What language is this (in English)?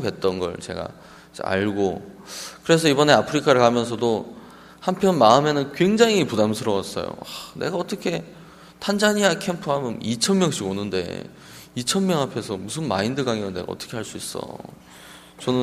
Korean